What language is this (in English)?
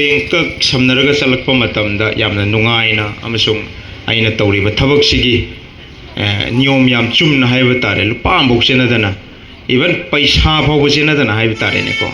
Manipuri